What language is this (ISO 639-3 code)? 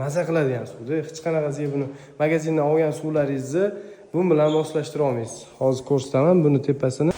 uzb